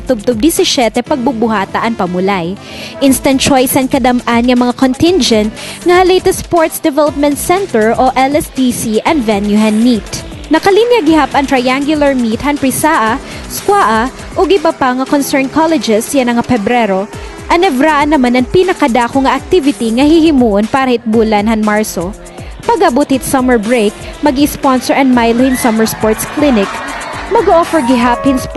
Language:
Waray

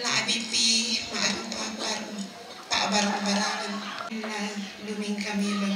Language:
Toraja-Sa'dan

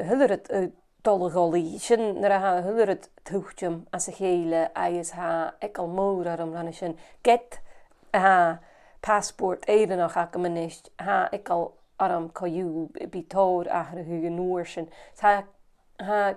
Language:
Scottish Gaelic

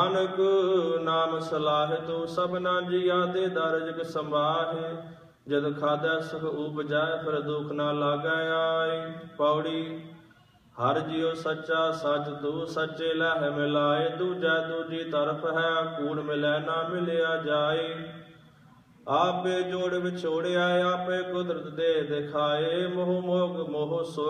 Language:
Punjabi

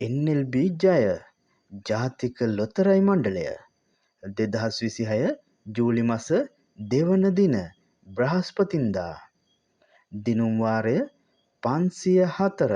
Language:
Sinhala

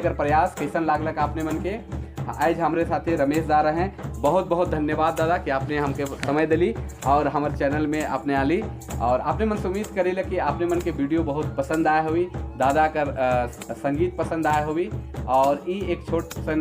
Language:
Sadri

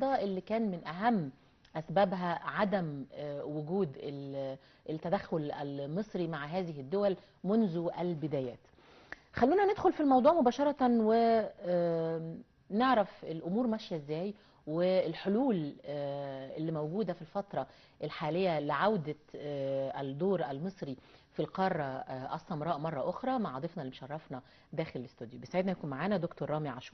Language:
Egyptian Arabic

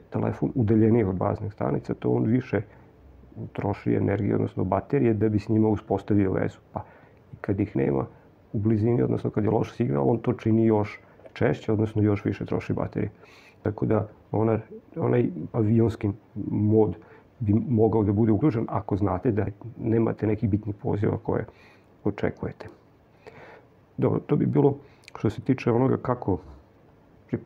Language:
Serbian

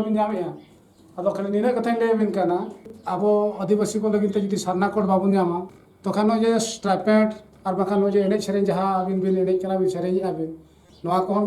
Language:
Santali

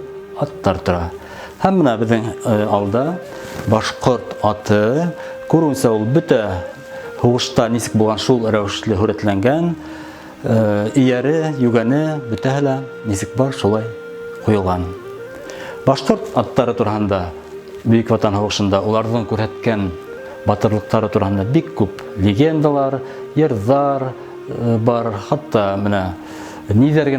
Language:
Bashkir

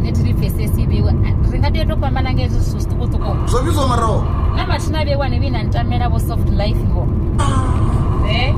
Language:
Venda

